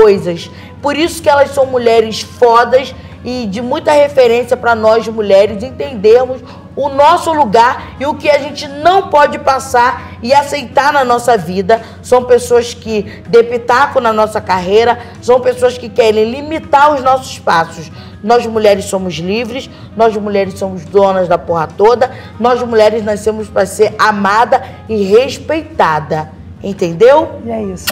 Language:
Portuguese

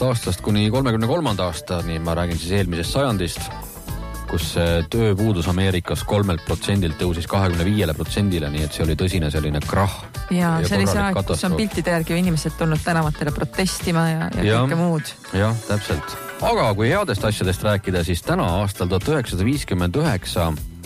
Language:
Estonian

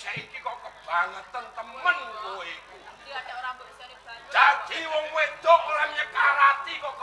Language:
Javanese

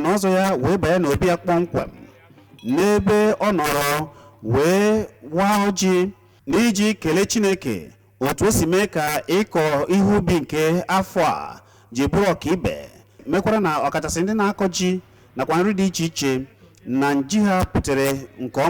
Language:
Igbo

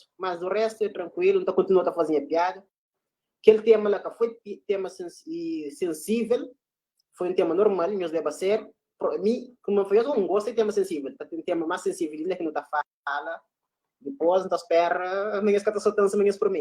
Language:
Kabuverdianu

